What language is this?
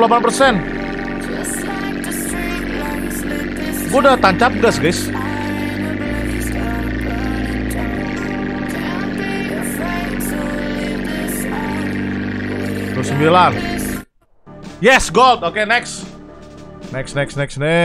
Indonesian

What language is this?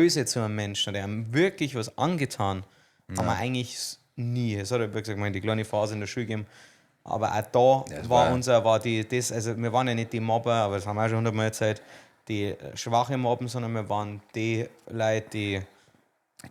Bavarian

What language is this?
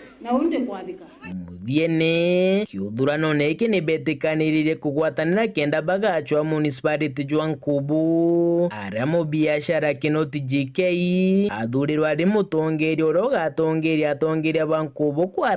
Meru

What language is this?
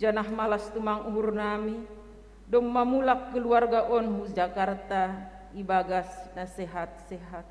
Batak Simalungun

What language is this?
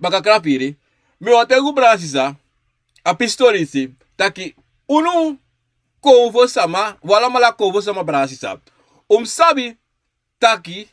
Sranan Tongo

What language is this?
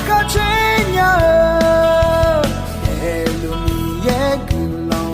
Akha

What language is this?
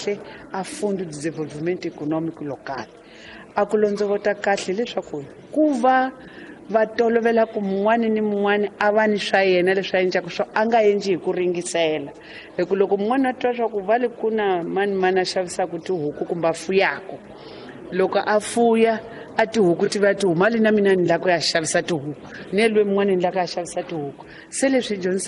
Tsonga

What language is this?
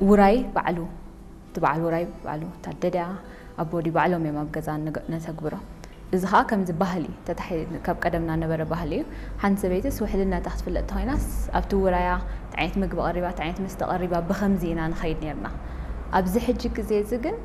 Tigrinya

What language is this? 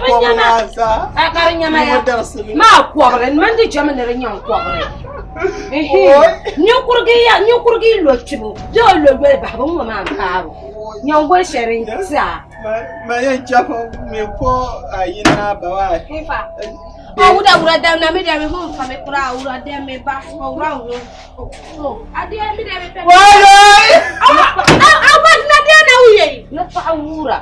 Dagbani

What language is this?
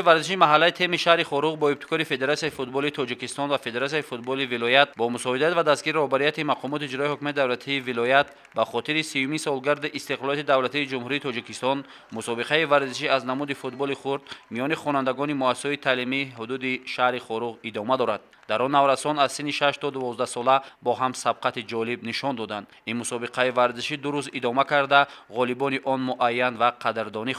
Tajik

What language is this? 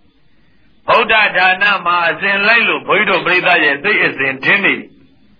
Burmese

